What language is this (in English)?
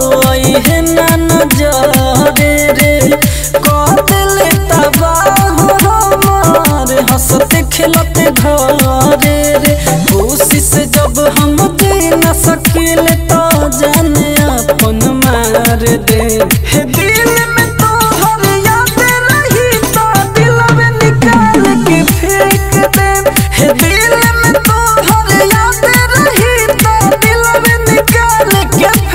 Bhojpuri